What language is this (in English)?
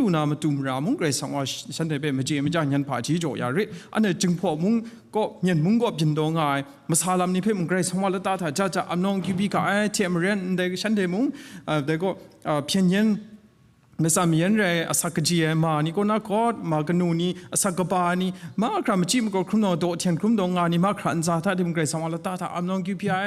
Kachin